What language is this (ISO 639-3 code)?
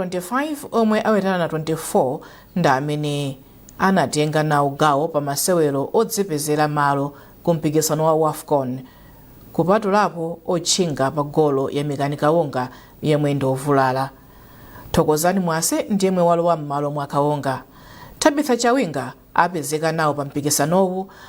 nya